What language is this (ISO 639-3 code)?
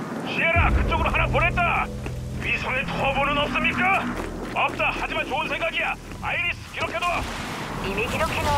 kor